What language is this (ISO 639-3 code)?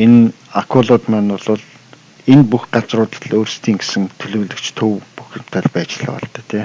mon